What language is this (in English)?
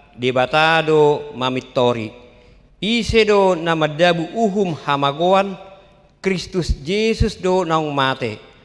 Batak Toba